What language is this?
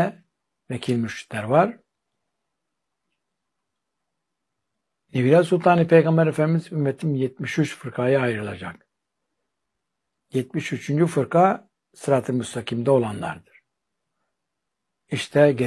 Turkish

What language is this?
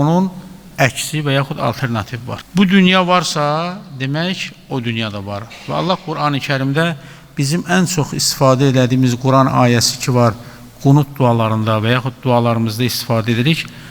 Azerbaijani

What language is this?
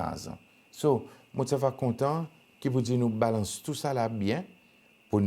Seselwa Creole French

